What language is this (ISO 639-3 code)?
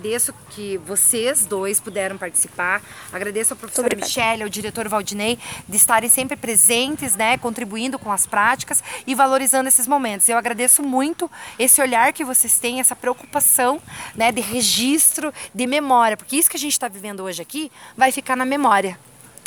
por